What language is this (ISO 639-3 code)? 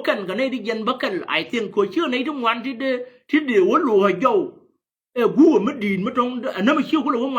nus